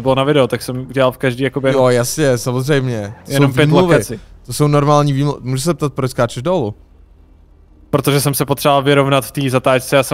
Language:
Czech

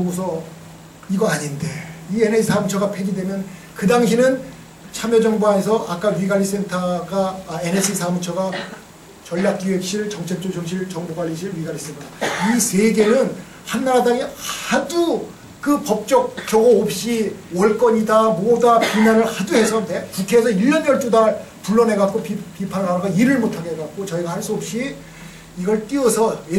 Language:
Korean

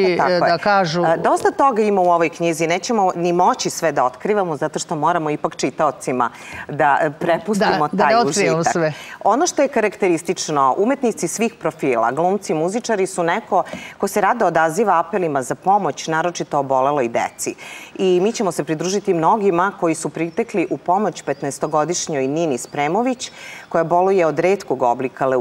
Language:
Serbian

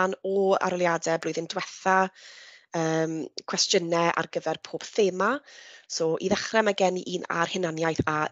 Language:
Welsh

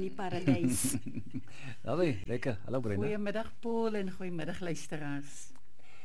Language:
Afrikaans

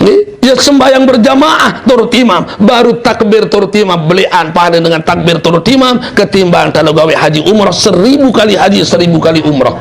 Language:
Sasak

